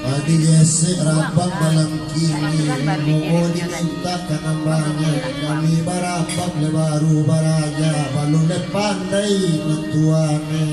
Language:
Minangkabau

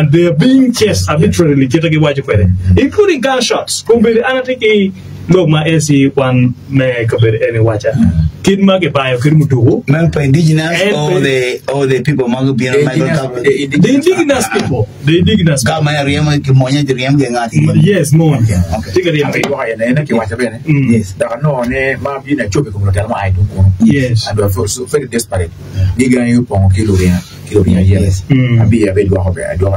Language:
Acoli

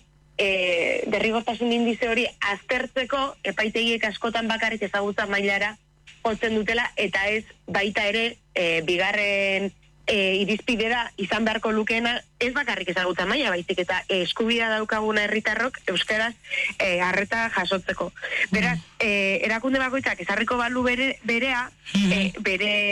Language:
Basque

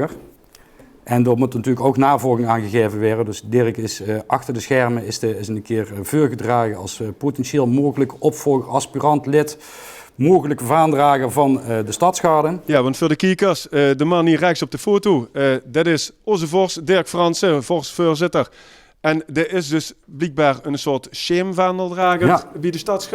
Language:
Limburgish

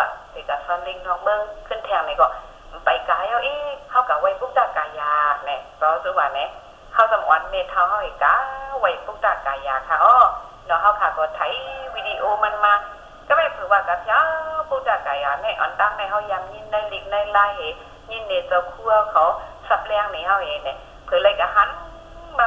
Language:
Shan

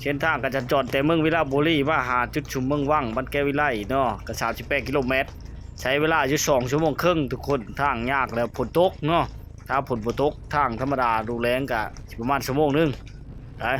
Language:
Lao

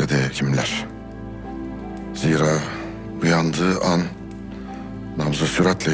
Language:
Turkish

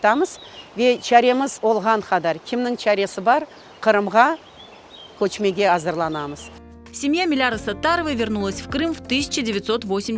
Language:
Crimean Tatar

